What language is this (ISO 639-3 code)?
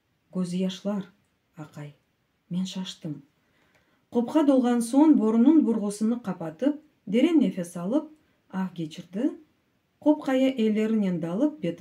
crh